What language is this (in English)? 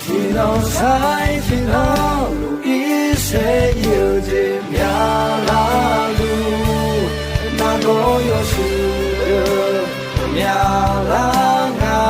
Akha